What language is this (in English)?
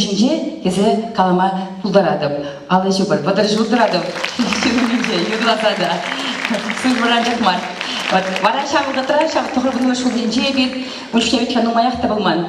Chuvash